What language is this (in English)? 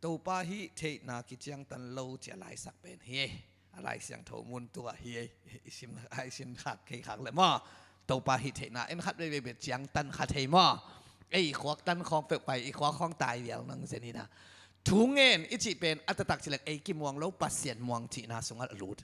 Tedim Chin